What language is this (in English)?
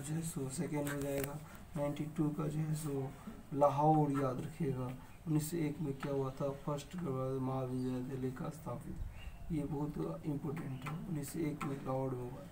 Hindi